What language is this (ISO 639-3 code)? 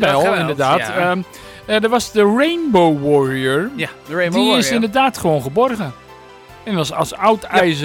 nld